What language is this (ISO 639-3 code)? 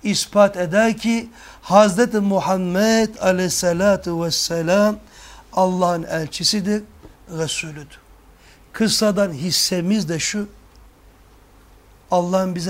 tur